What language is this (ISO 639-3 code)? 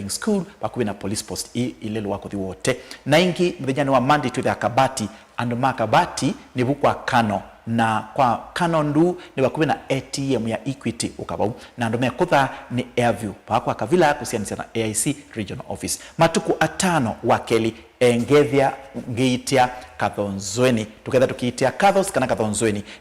kam